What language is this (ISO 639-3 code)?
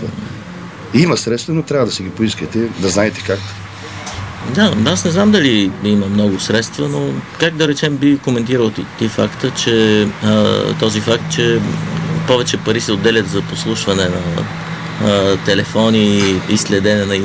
bul